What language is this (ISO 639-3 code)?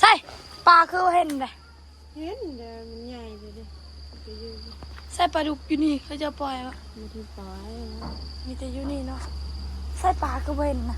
tts